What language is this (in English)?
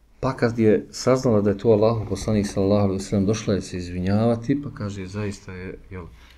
Bosnian